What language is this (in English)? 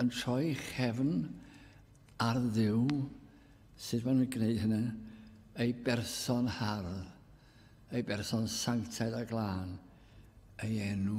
Welsh